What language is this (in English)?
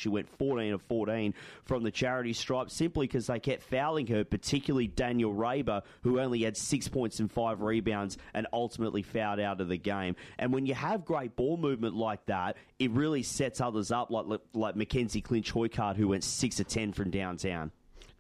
English